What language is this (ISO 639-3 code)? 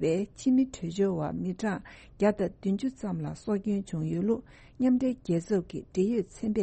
bod